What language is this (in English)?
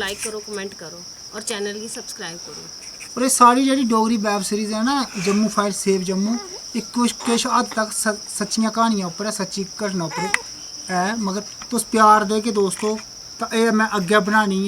Dogri